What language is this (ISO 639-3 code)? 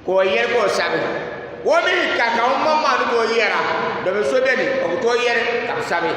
dag